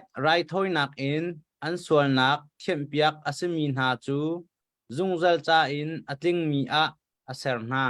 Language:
Hakha Chin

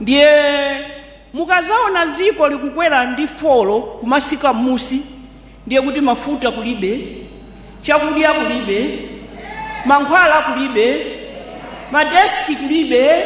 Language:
Nyanja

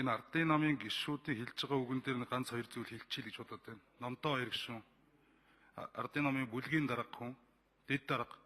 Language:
Mongolian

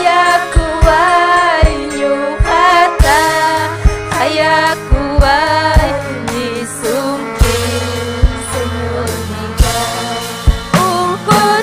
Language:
Ayacucho Quechua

